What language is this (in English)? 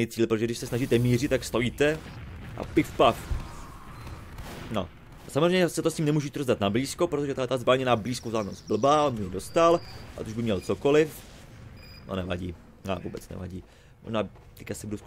Czech